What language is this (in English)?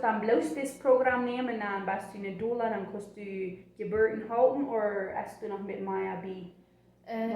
Plautdietsch